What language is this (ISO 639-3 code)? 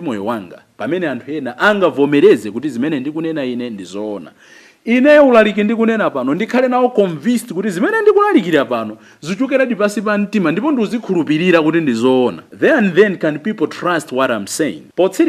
nya